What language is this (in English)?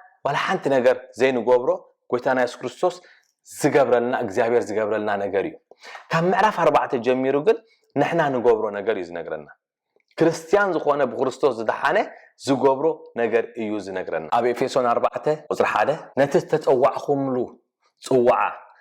Tigrinya